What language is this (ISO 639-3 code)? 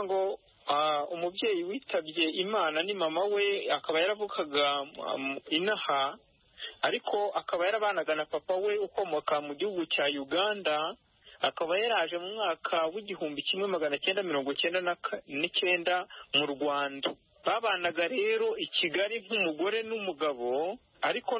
kin